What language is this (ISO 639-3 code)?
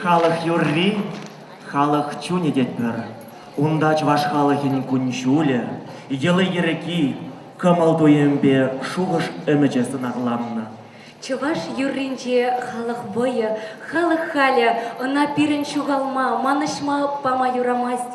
chv